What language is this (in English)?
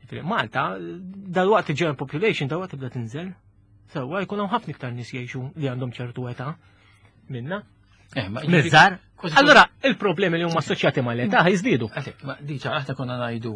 Maltese